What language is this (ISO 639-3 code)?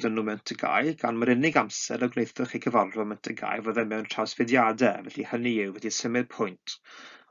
cym